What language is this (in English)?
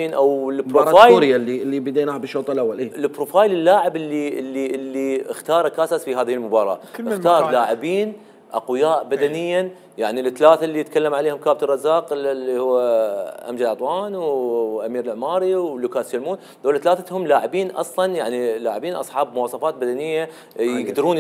Mesopotamian Arabic